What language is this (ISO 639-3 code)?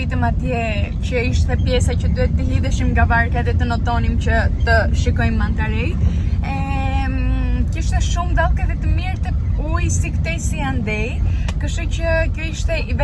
sqi